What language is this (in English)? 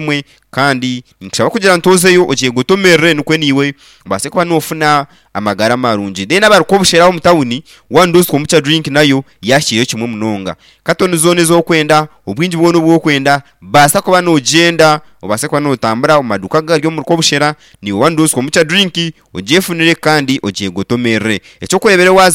Nyankole